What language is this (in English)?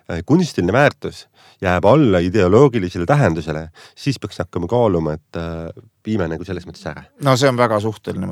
Estonian